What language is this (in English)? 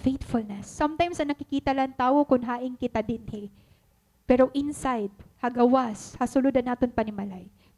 Waray